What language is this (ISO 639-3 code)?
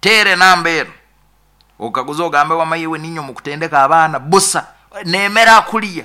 nyo